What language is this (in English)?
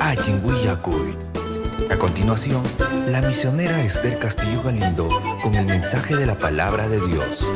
Ayacucho Quechua